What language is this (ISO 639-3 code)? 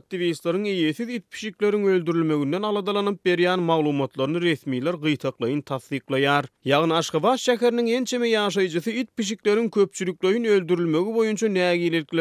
tuk